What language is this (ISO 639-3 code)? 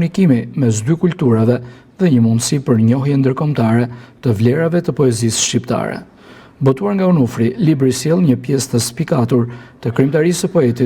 sqi